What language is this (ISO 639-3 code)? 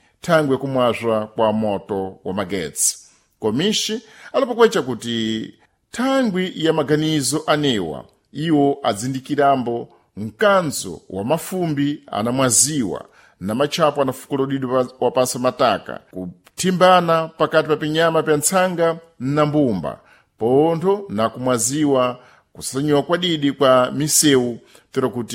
seh